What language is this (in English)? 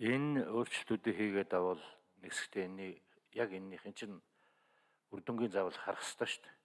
Mongolian